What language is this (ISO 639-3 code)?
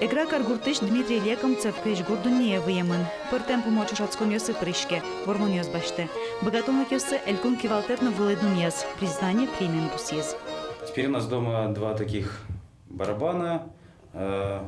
udm